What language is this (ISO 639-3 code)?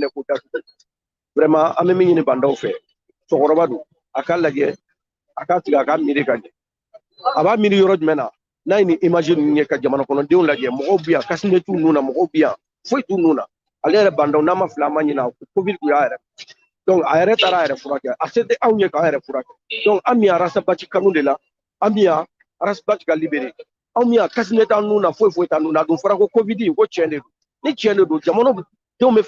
bam